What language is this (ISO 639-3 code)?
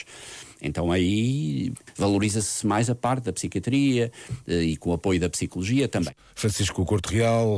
por